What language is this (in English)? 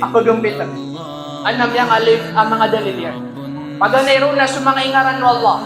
Maranao